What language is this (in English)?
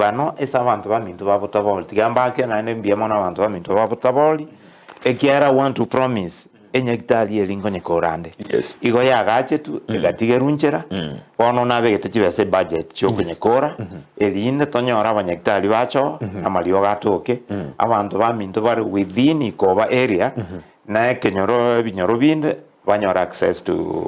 Gusii